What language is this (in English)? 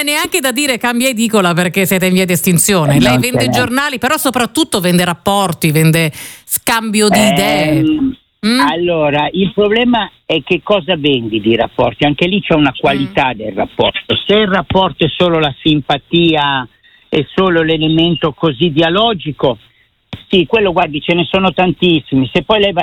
Italian